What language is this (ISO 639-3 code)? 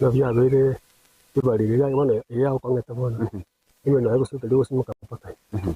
guz